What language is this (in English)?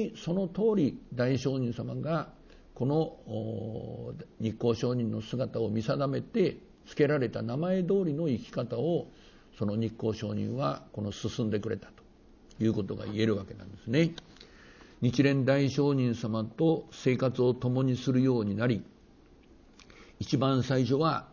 Japanese